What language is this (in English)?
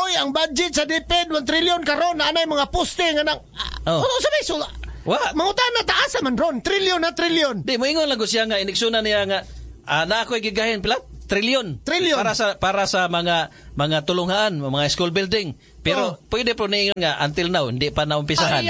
Cebuano